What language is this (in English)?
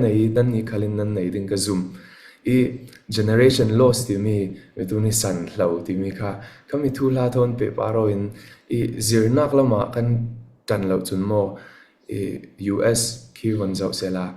Falam Chin